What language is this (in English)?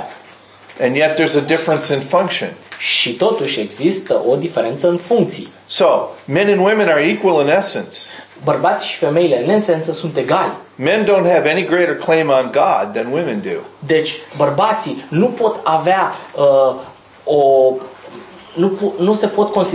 Romanian